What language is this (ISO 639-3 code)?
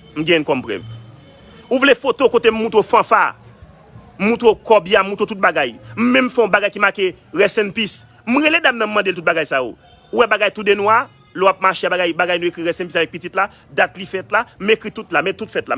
hat